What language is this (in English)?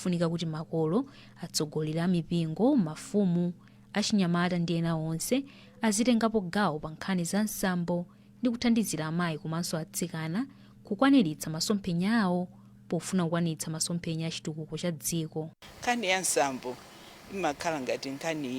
Nyanja